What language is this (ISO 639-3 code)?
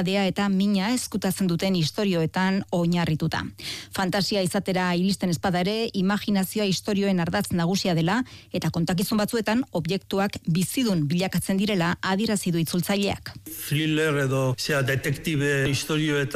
eus